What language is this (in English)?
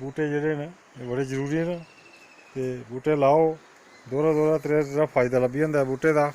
Dogri